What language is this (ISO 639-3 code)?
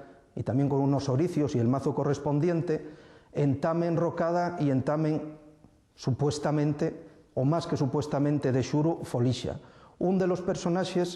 ast